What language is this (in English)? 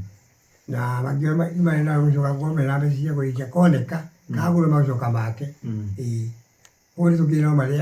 Kikuyu